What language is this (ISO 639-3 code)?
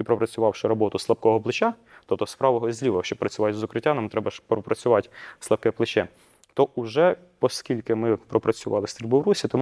ukr